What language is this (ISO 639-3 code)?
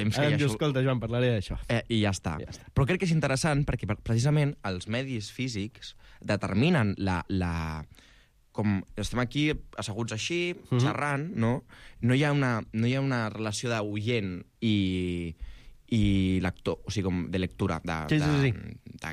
cat